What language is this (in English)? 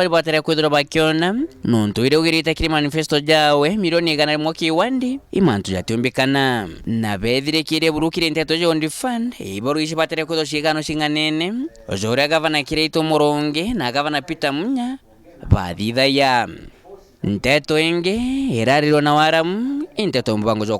Meru